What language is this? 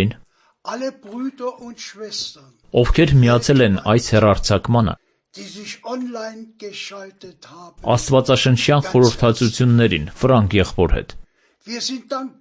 Armenian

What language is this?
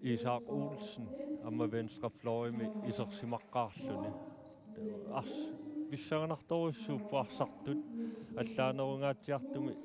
Kalaallisut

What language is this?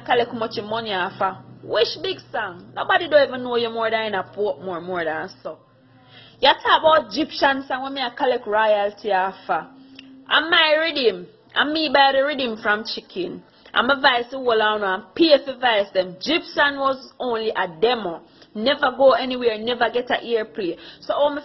Jamaican Creole English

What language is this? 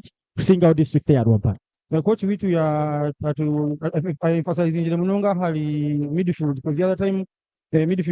Nyankole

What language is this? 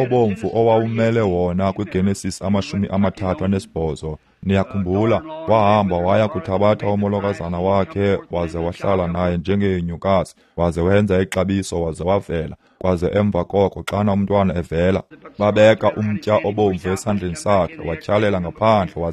Xhosa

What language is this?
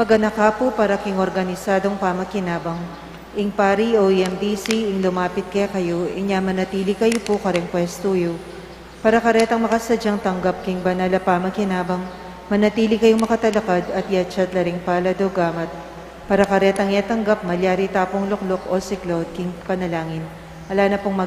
Pampanga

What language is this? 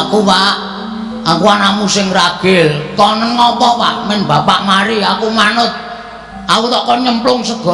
Javanese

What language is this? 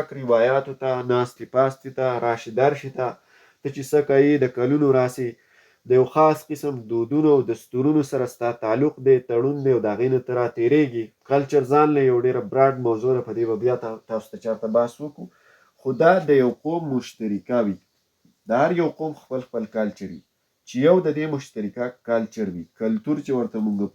Pashto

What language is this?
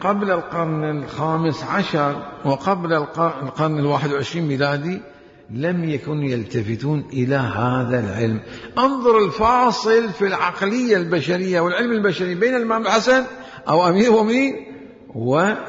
Mesopotamian Arabic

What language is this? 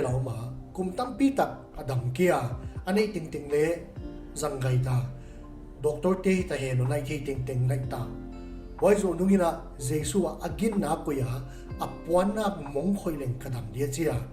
Paite Chin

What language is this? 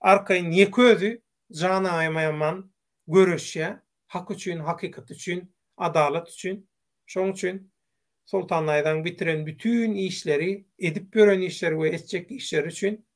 Turkmen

